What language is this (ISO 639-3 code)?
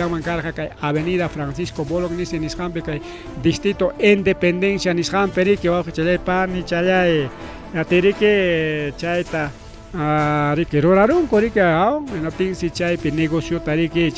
quy